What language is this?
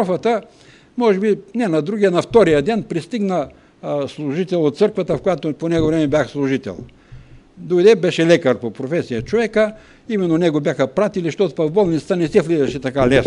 Bulgarian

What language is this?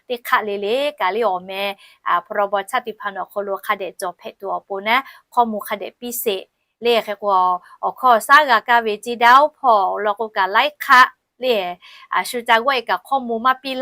Lahu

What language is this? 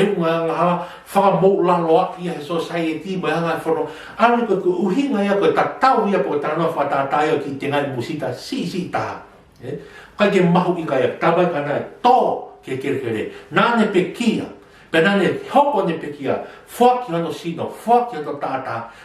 Tongan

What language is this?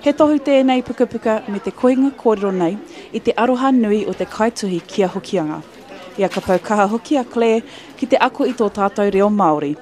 Māori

